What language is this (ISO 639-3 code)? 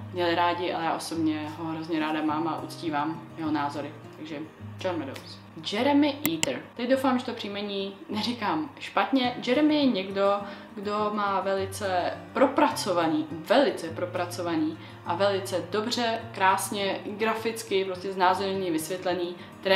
ces